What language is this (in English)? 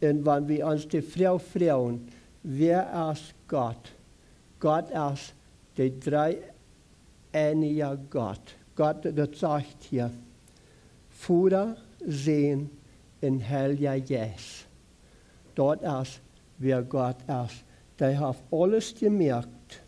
Plautdietsch